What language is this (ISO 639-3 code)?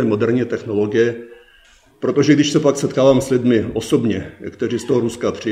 ces